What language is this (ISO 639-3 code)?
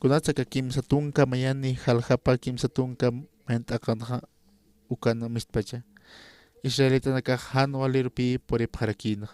aym